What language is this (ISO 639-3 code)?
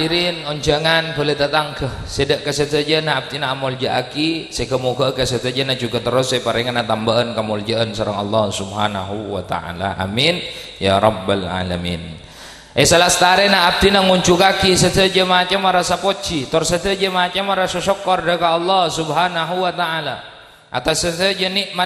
mad